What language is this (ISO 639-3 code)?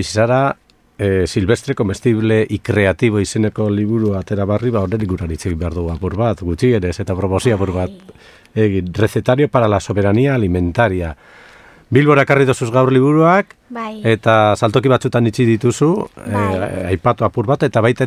eus